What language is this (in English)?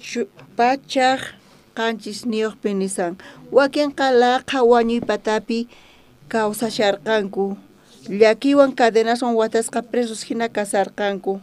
South Bolivian Quechua